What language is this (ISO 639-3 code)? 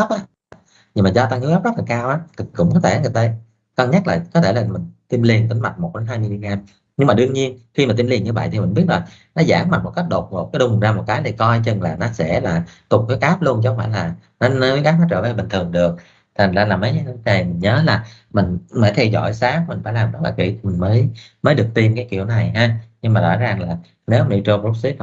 vie